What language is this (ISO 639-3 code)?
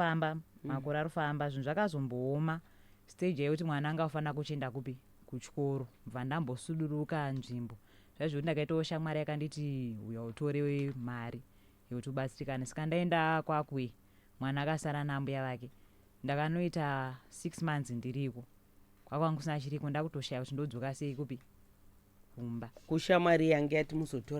sna